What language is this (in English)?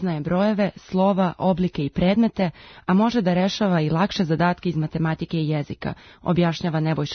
Serbian